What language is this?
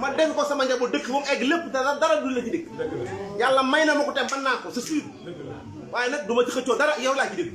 Wolof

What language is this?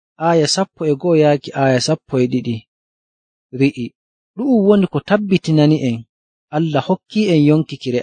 Nigerian Fulfulde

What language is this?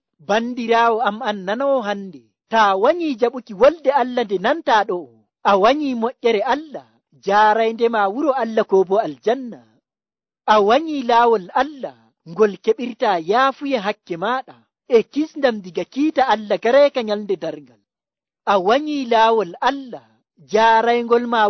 Nigerian Fulfulde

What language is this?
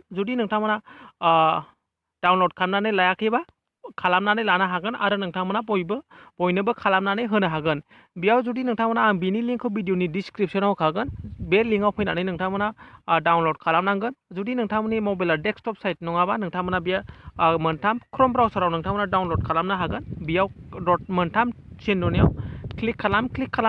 Bodo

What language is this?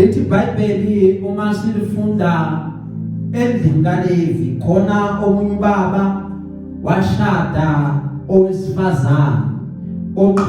Zulu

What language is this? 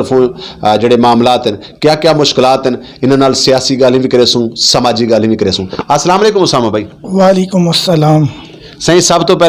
Saraiki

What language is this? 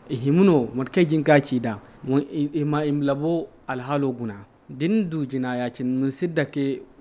Zarma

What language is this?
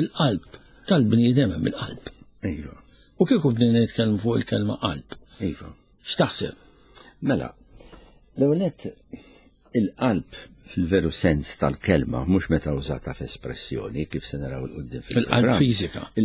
Maltese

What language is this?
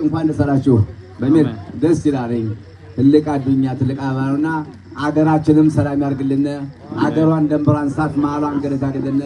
Amharic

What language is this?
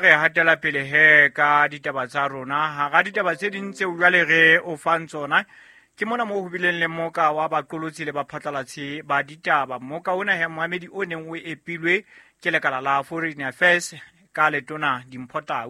Southern Sotho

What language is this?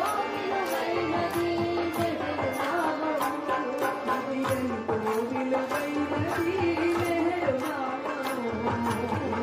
Telugu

